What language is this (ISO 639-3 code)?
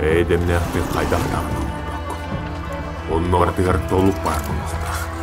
sah